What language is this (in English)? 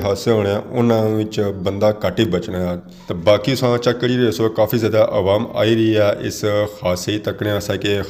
Pahari-Potwari